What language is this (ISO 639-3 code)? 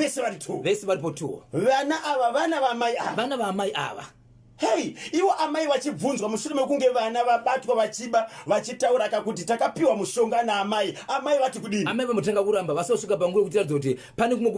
sna